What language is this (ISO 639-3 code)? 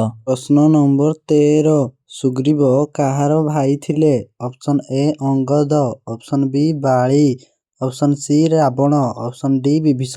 ori